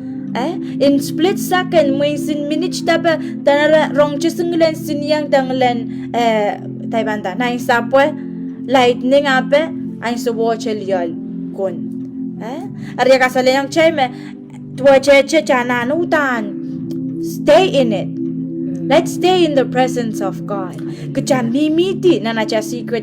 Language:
Pohnpeian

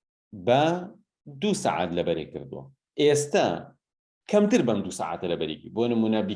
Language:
Central Kurdish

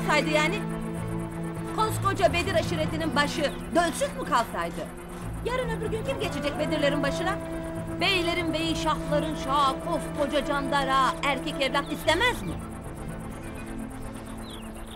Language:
Turkish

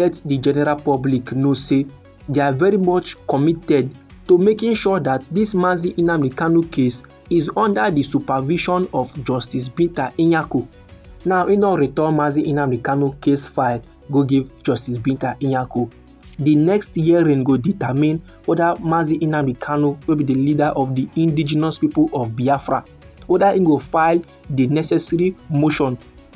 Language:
Nigerian Pidgin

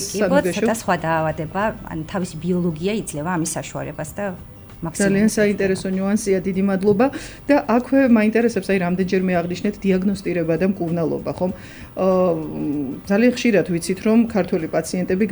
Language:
Georgian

